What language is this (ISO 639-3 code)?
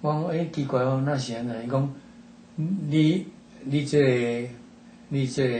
nan